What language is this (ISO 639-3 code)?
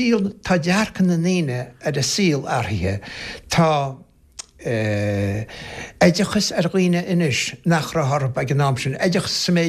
gle